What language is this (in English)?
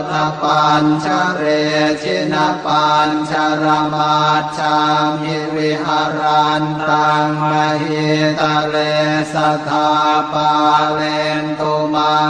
Pali